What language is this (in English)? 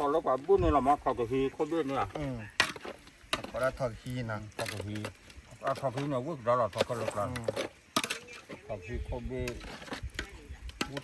S'gaw Karen